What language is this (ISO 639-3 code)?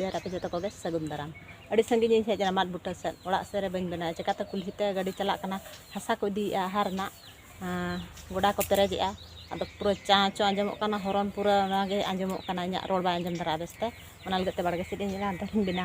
sat